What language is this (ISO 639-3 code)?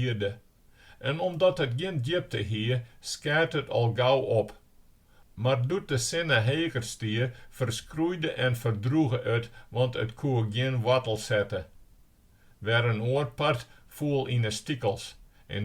fry